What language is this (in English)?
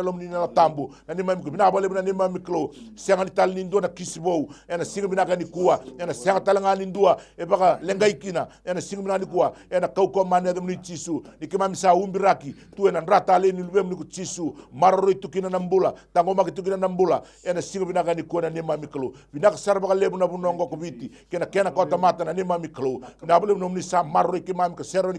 Fijian